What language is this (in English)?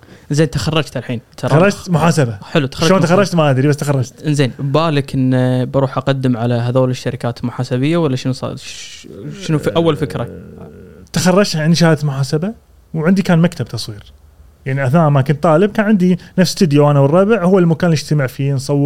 Gulf Arabic